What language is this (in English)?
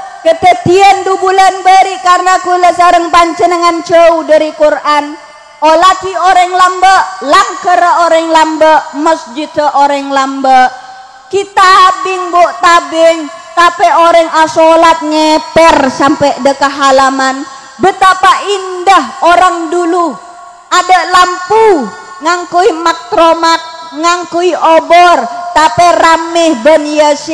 Madurese